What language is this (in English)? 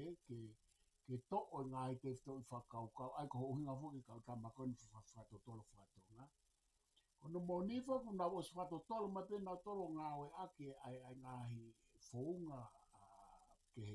Tongan